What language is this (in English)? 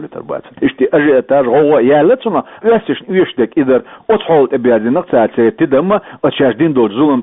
Chechen